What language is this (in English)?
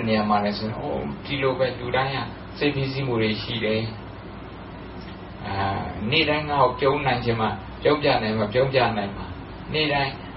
Burmese